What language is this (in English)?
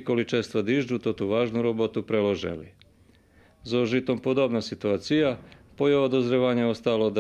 Rusyn